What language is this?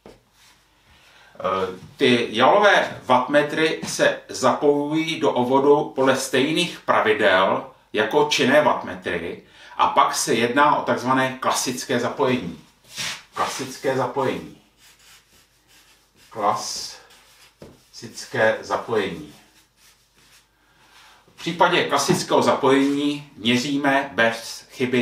Czech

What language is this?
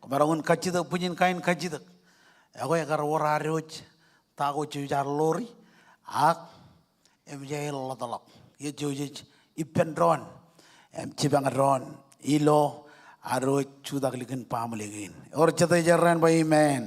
Marshallese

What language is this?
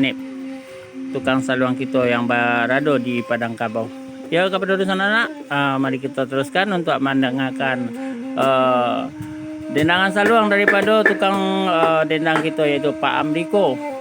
Minangkabau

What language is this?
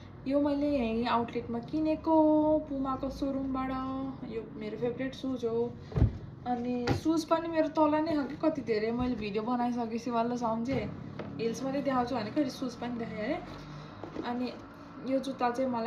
Nepali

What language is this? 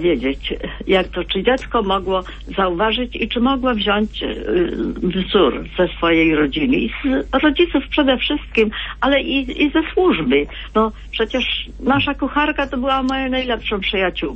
Polish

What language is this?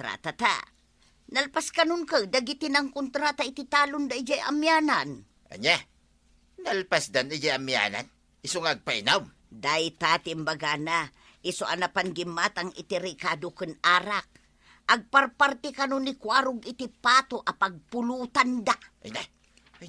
Iloko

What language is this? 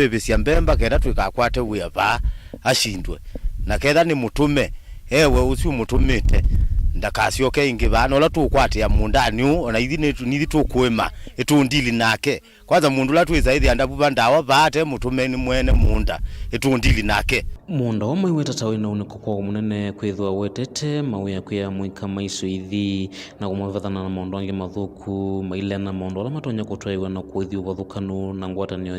Kamba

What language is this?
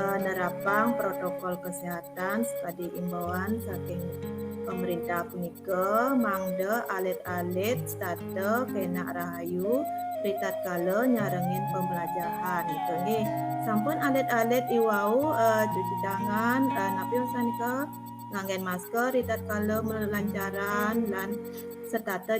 Balinese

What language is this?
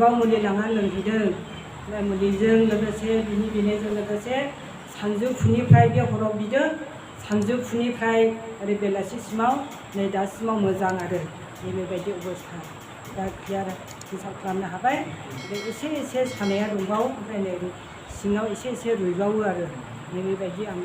Bodo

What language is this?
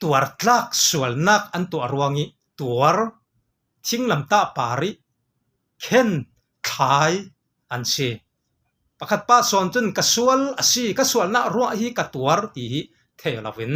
Falam Chin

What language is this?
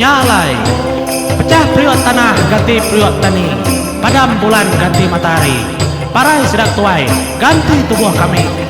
Iban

